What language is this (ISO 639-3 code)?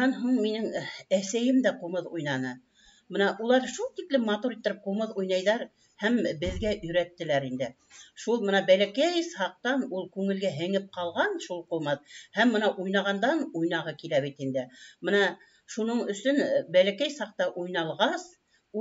bak